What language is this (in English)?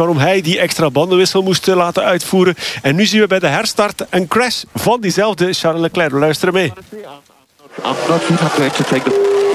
Dutch